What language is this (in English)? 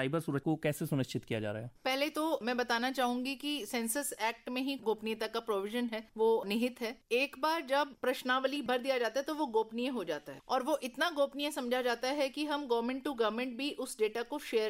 Hindi